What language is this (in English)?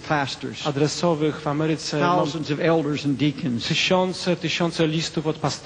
Polish